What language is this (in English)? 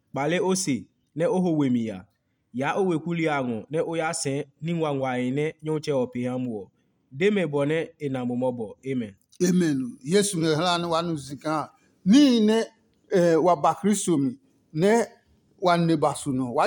Adangme